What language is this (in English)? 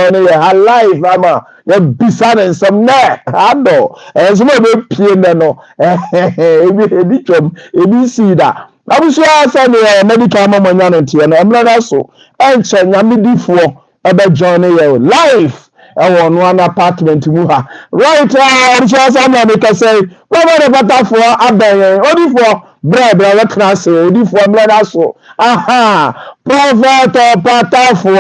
Akan